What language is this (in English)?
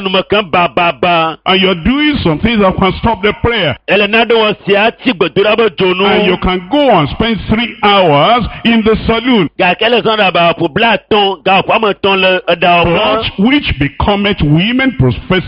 Ewe